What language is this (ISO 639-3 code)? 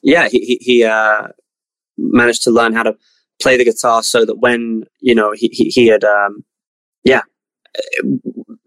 eng